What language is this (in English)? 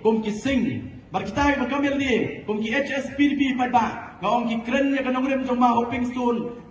Khasi